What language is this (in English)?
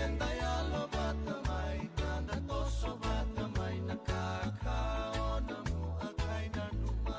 Fijian